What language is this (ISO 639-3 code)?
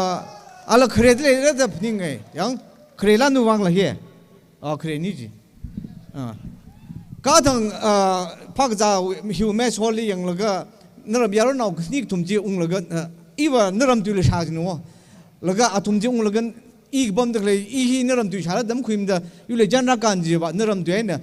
nmf